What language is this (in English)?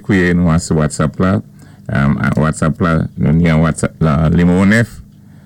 Saint Lucian Creole French